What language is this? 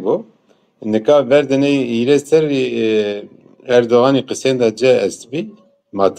Zaza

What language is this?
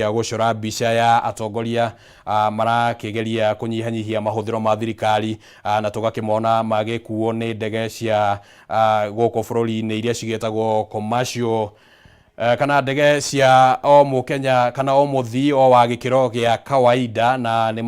Kikuyu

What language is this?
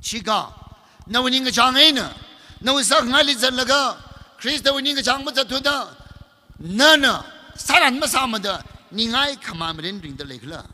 Tangkhul Naga (India)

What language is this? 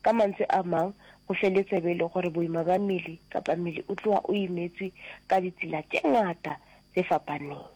Northern Sotho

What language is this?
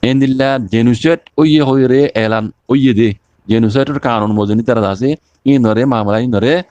Rohingya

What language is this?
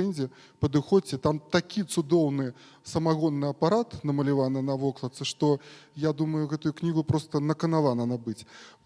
Belarusian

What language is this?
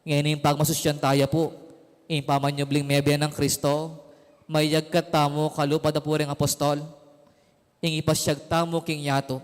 Pampanga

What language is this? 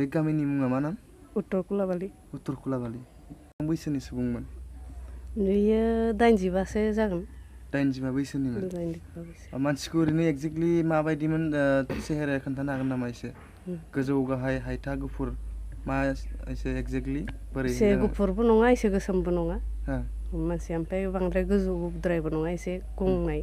Bodo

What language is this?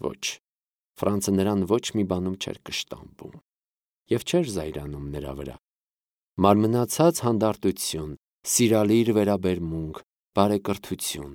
Armenian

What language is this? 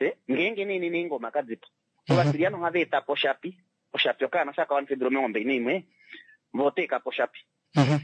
Kuanyama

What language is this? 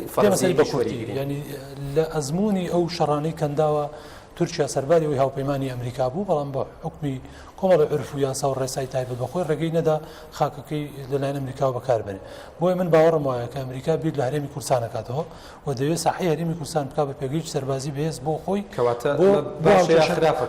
Central Kurdish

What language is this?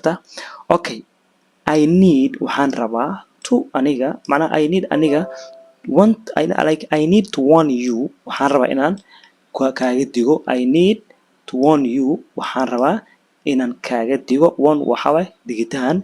Somali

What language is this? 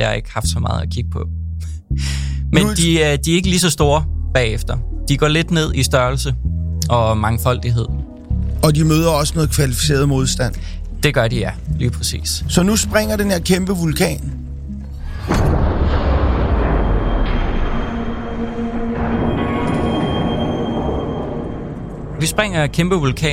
Danish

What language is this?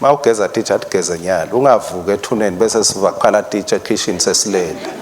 Swati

